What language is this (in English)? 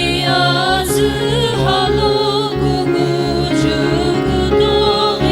Sumi Naga